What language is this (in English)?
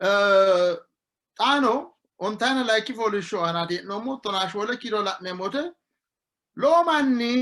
Sidamo